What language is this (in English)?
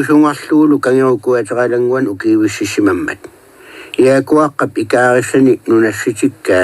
Kalaallisut